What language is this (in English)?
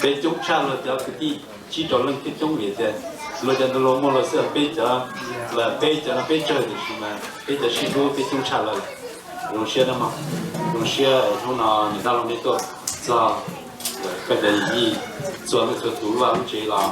Hmong